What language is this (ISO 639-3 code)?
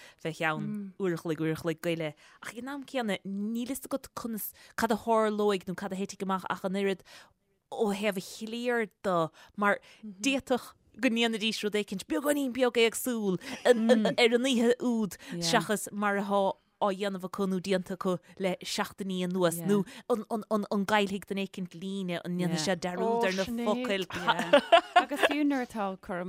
gle